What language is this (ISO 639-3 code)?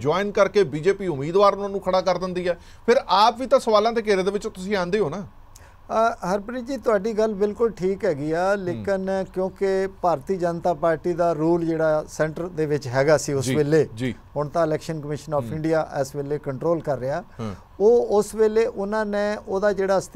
pan